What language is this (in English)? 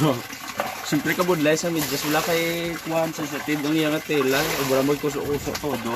Hiligaynon